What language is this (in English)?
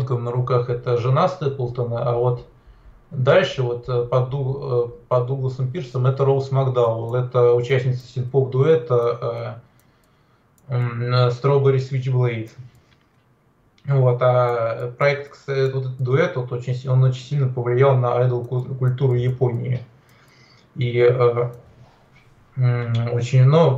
Russian